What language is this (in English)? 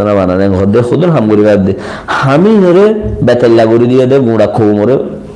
Rohingya